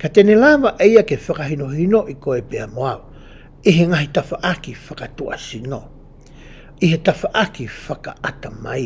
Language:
Tongan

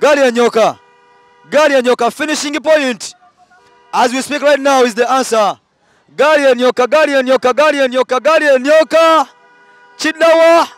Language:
Soga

